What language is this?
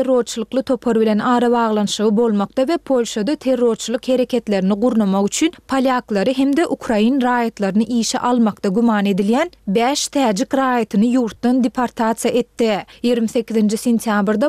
Turkmen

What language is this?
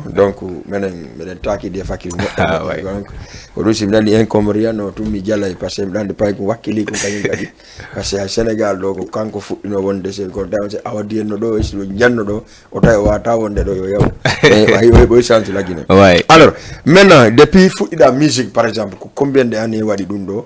Fula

